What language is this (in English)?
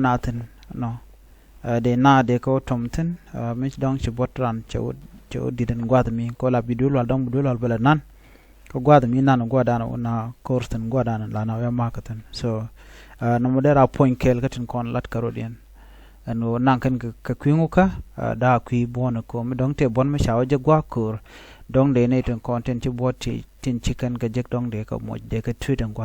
Nuer